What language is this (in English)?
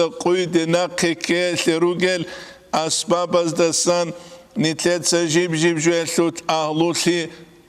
Avaric